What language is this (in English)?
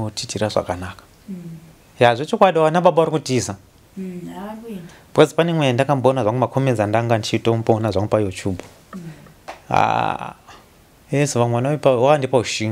Shona